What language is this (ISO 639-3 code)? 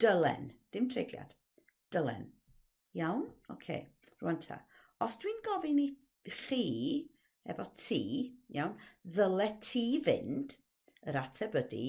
cym